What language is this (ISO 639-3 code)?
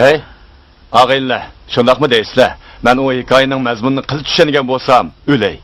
uig